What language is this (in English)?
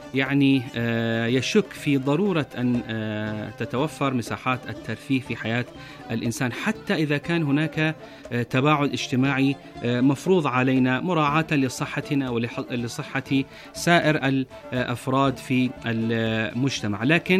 Arabic